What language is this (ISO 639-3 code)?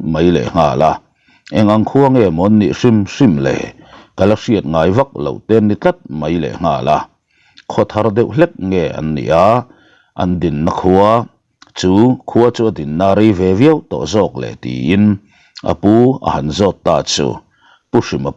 lus